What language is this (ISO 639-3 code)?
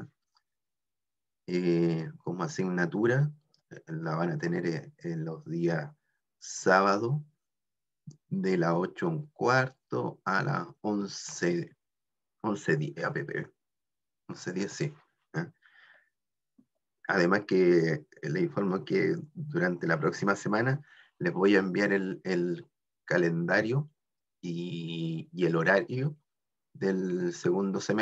spa